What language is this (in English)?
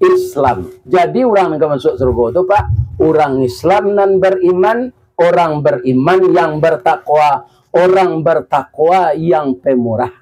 Minangkabau